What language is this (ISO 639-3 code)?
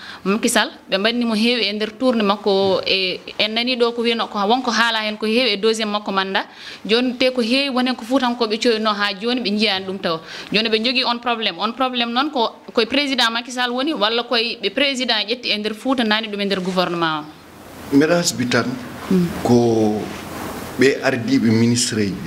ful